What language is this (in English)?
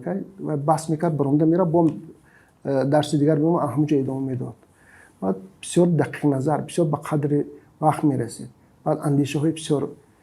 Tajik